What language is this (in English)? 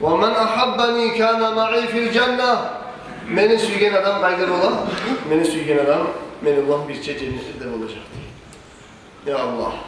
Kumyk